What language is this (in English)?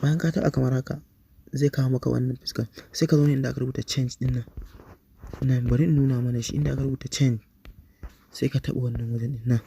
Hausa